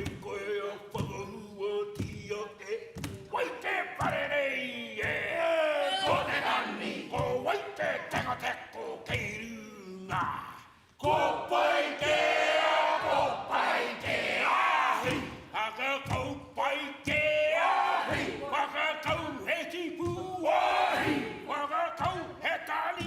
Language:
Māori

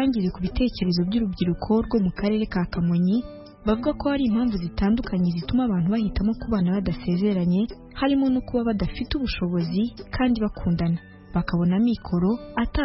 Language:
Kinyarwanda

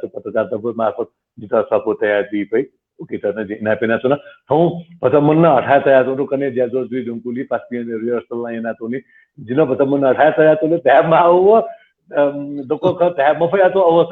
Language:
Newari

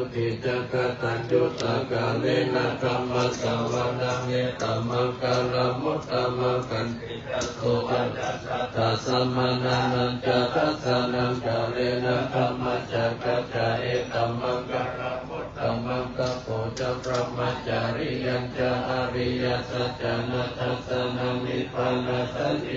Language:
Pali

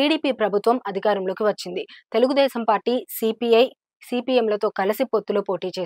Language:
Telugu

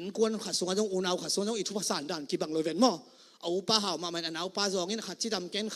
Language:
Tedim Chin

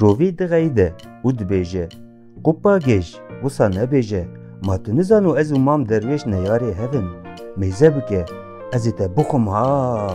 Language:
Kurdish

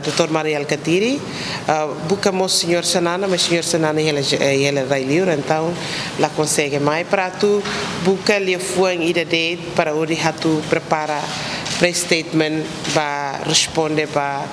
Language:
Tetum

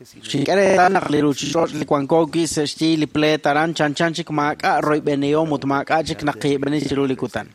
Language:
Kekchí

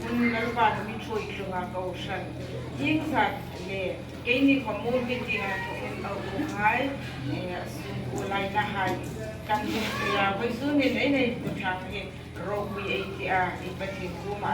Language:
Hmar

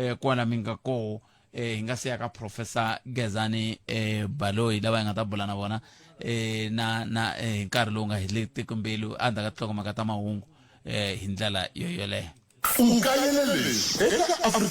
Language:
Tsonga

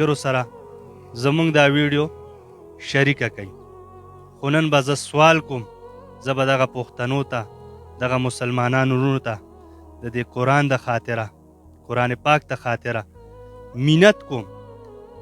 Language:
Pashto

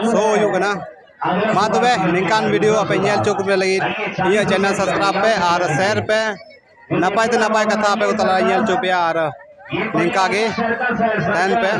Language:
Santali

